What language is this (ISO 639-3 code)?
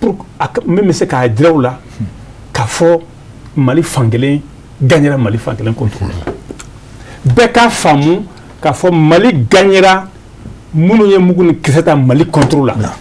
bam